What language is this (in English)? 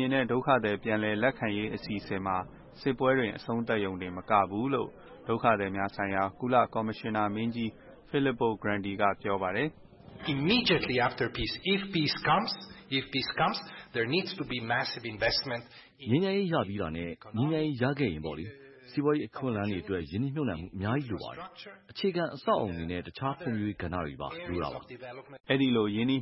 Burmese